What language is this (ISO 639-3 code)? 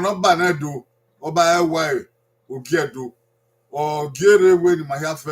bin